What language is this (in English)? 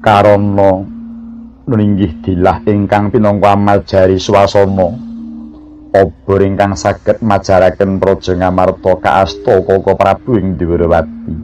Javanese